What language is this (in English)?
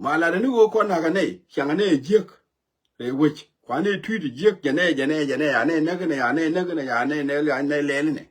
Nuer